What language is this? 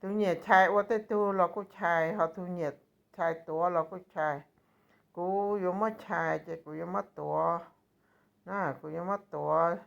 Hmong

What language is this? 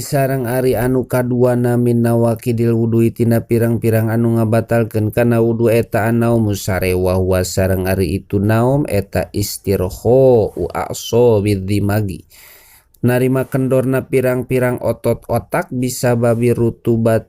Sundanese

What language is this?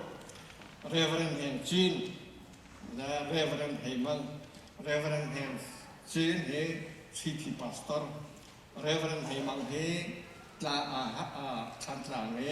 Hakha Chin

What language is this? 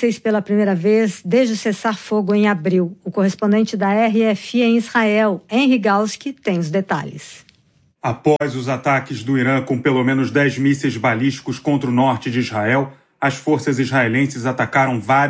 Portuguese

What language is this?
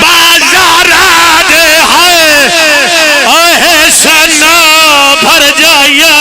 Pahari-Potwari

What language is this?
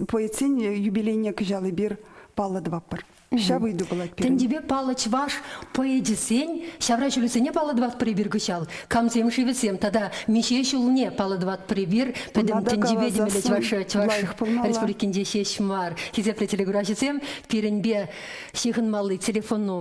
Chuvash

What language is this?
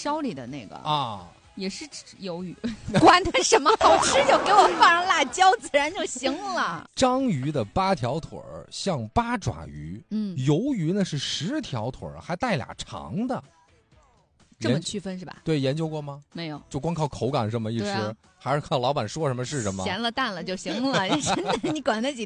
Chinese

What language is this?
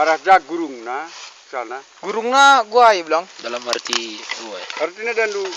Batak Karo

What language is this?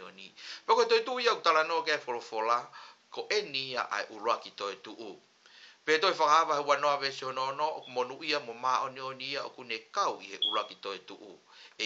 Tongan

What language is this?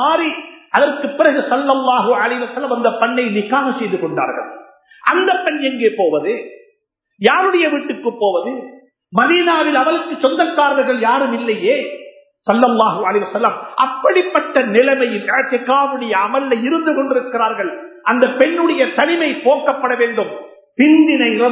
Tamil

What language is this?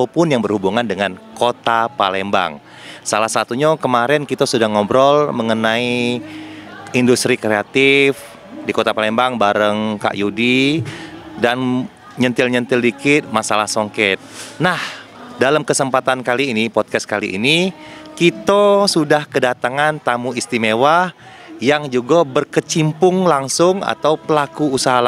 Musi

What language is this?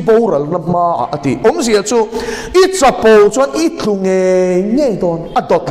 Mizo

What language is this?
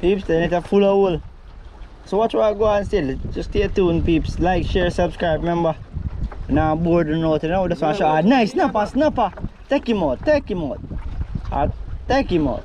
Jamaican Creole English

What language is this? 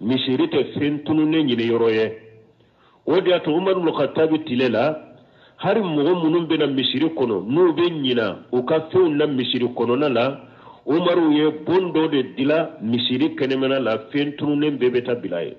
Bambara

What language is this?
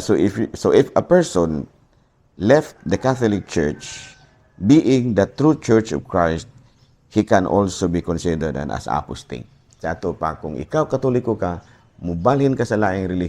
Cebuano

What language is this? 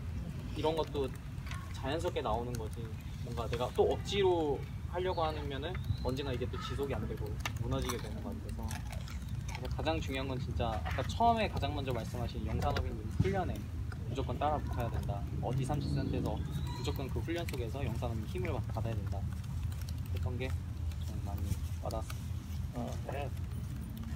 Korean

